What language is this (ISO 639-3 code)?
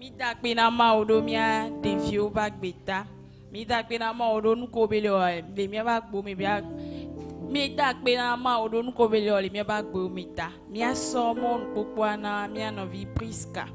ewe